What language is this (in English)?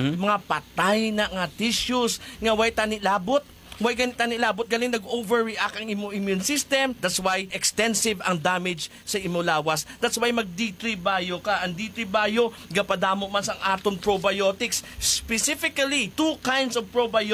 Hiligaynon